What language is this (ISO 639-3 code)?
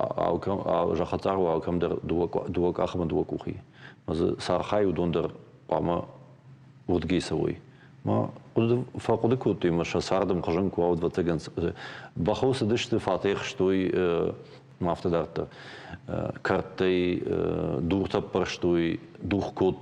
oss